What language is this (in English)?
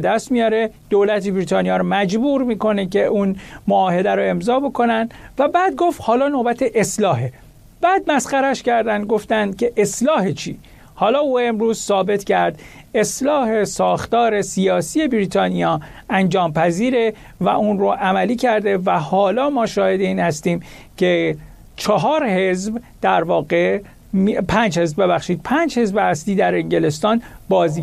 Persian